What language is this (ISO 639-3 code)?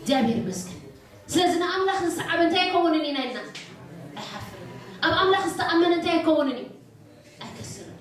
tir